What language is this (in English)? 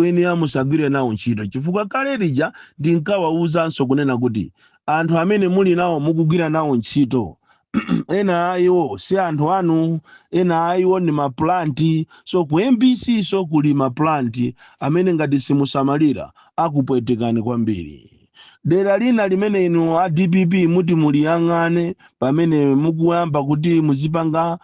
Nyanja